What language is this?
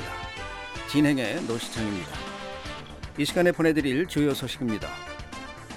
Korean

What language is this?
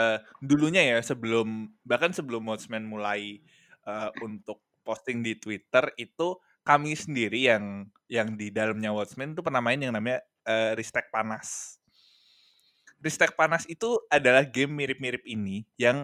Indonesian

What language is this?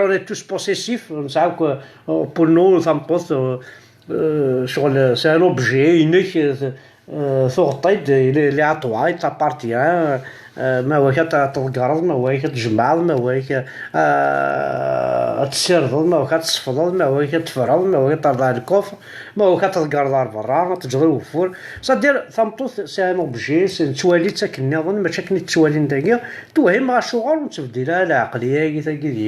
Kabyle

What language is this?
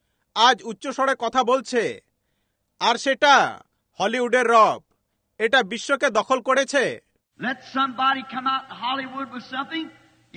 Bangla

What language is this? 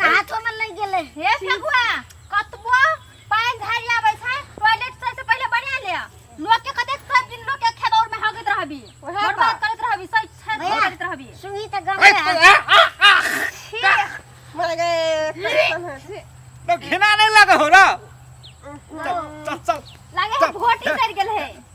Maithili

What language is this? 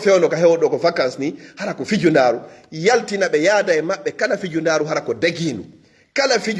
Fula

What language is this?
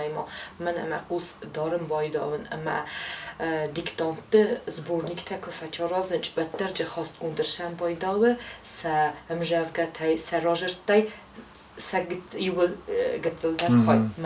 Ossetic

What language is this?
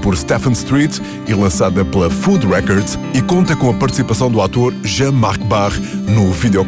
Portuguese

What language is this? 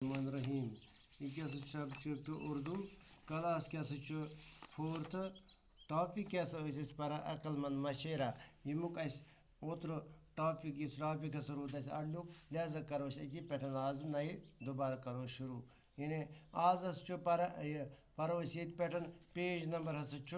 Kashmiri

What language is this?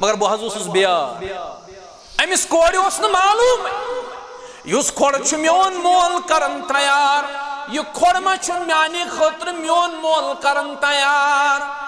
Kashmiri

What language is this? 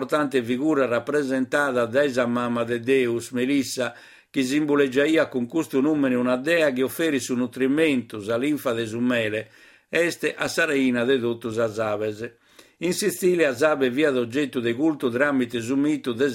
Sardinian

